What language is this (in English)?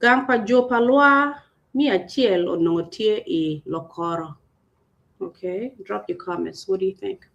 Acoli